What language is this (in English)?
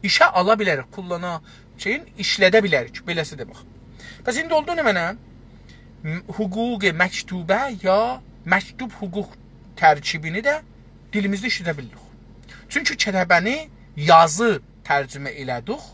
South Azerbaijani